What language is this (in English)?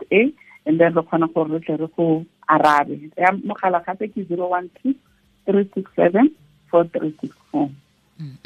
Tswana